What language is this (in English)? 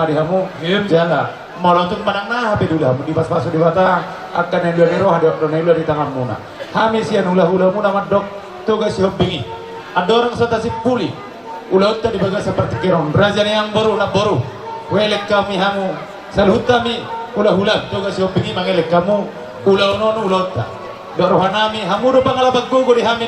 Batak Toba